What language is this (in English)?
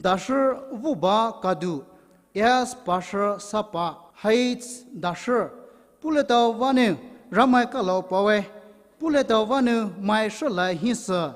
Poumei Naga